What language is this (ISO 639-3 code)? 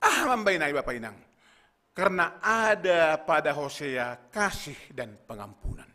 bts